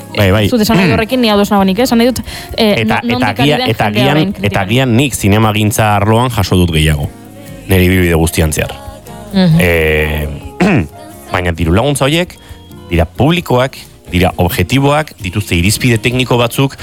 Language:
Basque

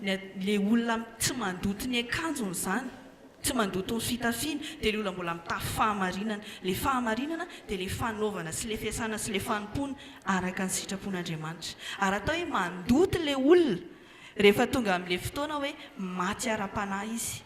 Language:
Malagasy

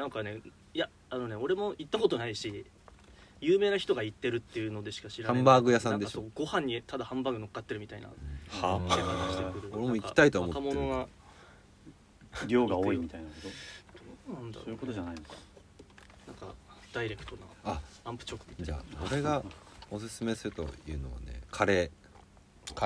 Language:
Japanese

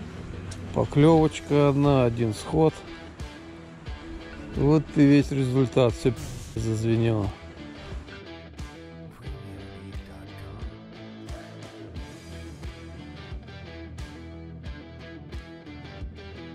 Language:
Russian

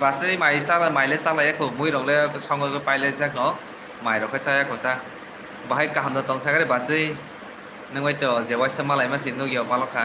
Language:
Kok Borok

